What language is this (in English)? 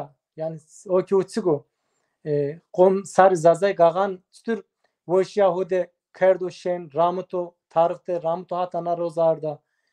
Zaza